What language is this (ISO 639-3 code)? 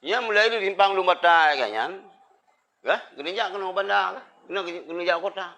ace